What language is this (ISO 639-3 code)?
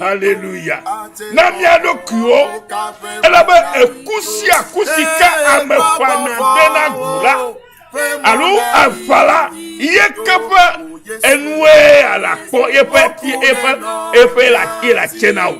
ewe